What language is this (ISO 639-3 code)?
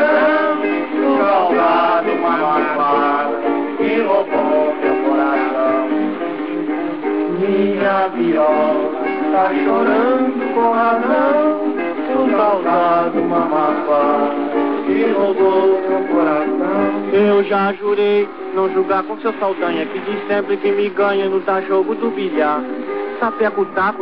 por